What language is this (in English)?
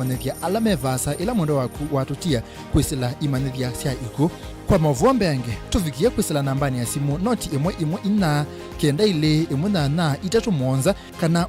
Kamba